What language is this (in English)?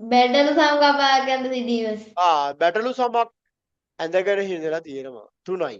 Sinhala